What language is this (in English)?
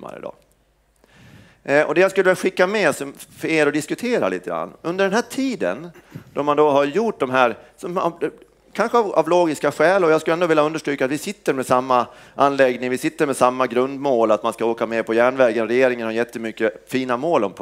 Swedish